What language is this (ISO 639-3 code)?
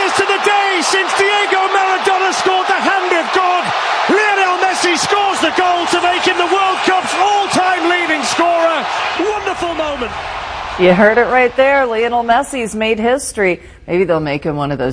eng